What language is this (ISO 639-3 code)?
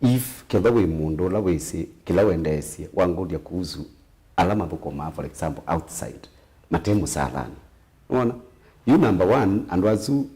kam